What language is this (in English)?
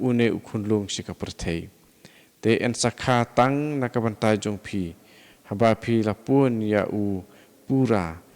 Khasi